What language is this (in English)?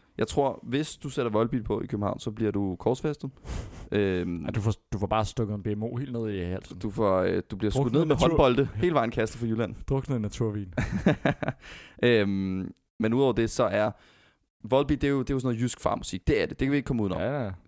Danish